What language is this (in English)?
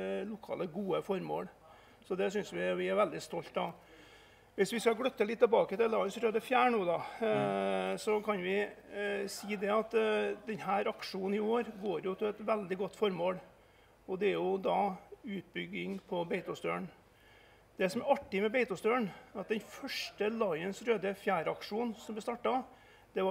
Norwegian